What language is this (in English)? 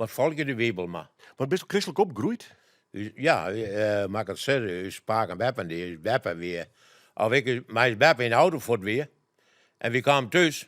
Western Frisian